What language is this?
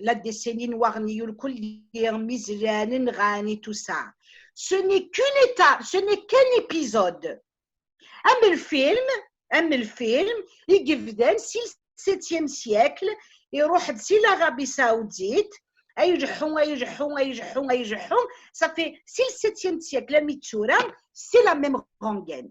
Kabyle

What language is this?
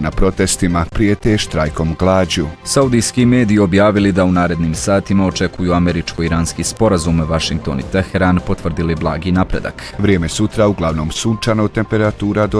Bosnian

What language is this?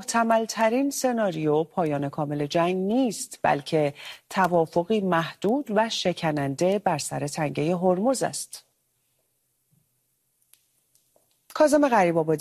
Persian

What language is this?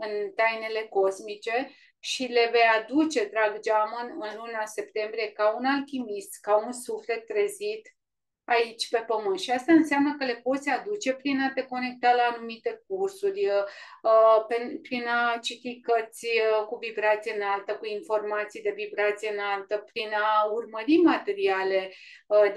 Romanian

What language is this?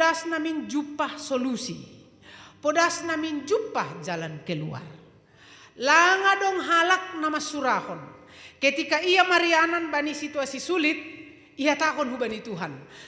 Batak Simalungun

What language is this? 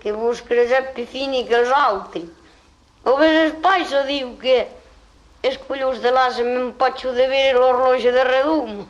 Occitan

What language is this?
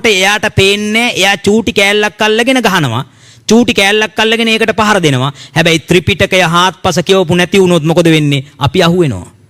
Sinhala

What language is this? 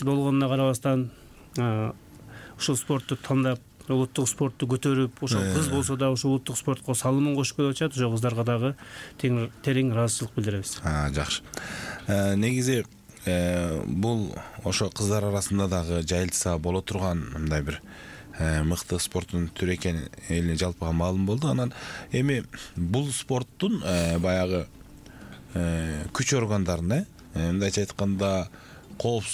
Kyrgyz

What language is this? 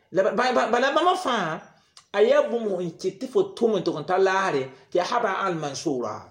Mossi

